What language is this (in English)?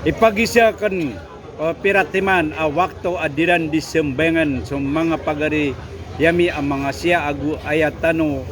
Maranao